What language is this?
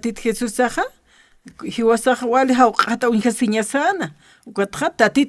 Aymara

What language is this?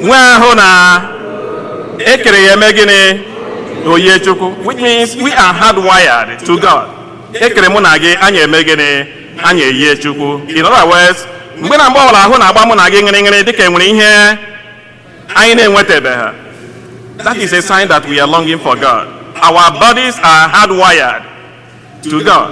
Igbo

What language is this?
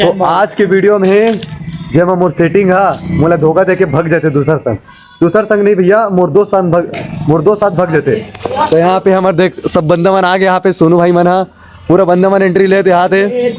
Chhattisgarhi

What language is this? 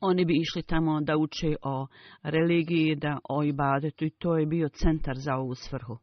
Bosnian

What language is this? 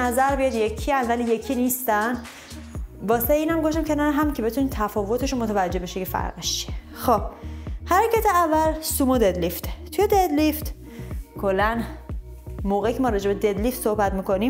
Persian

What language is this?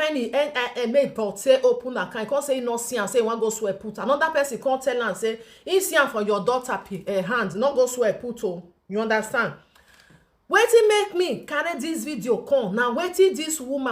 Nigerian Pidgin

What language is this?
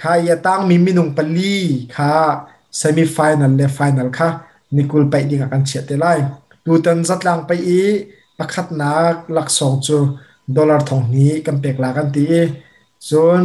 Hakha Chin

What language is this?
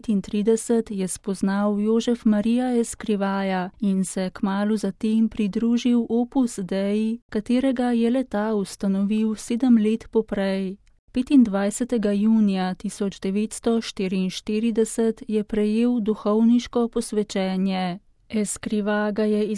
Slovenian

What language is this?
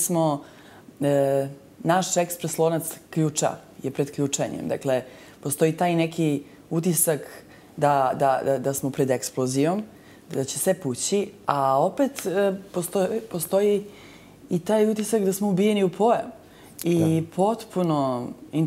Serbian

